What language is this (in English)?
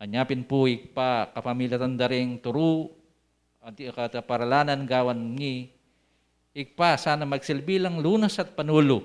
Pampanga